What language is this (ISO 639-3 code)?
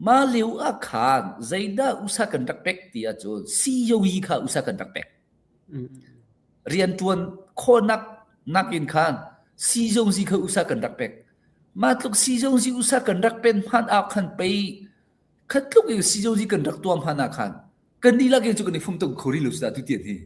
cnh